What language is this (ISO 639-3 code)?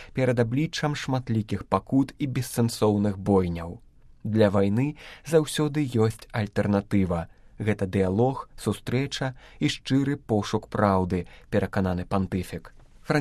bel